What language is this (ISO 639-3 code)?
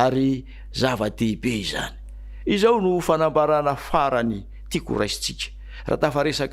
mlg